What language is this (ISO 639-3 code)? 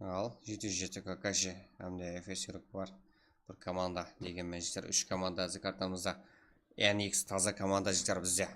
kaa